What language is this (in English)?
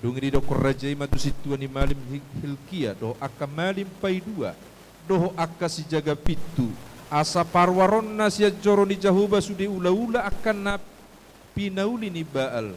Batak Toba